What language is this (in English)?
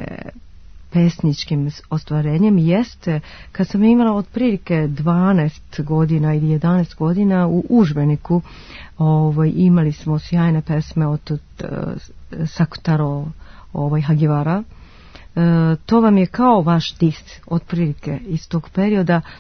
Serbian